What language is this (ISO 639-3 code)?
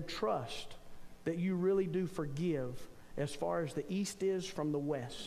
eng